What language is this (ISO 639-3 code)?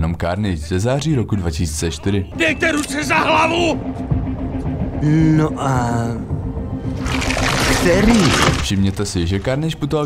ces